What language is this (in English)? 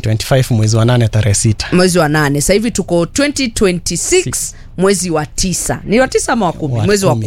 Swahili